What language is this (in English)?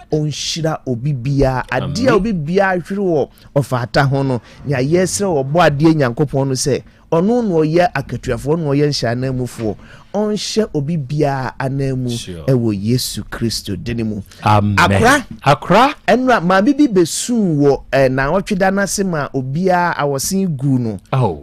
Akan